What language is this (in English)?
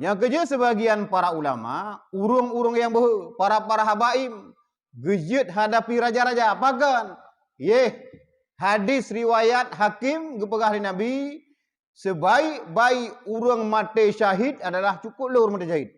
Achinese